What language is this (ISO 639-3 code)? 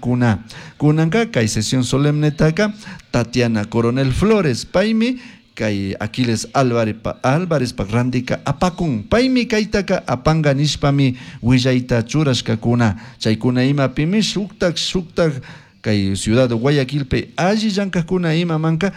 qug